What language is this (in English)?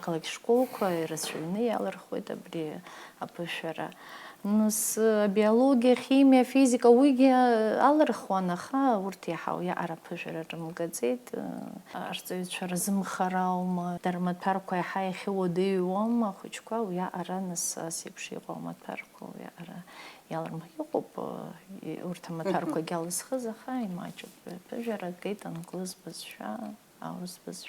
Abkhazian